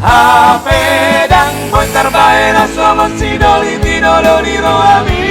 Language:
Batak Toba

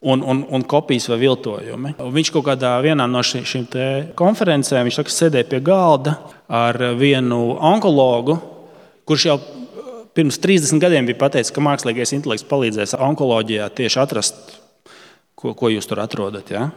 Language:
Latvian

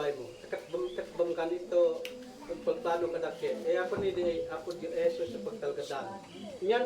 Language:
Isnag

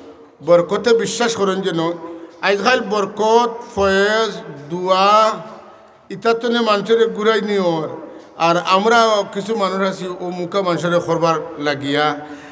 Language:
Sylheti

